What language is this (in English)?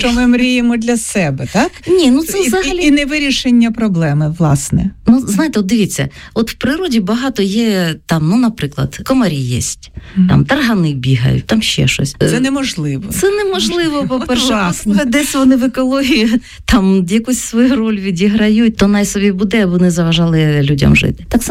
Ukrainian